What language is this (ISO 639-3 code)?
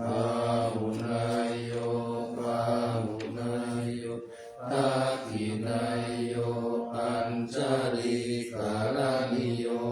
pli